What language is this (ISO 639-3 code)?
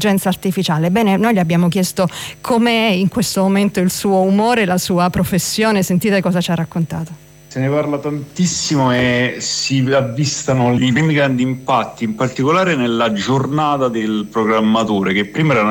ita